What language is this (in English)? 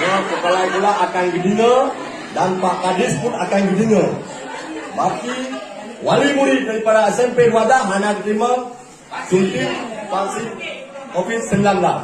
Achinese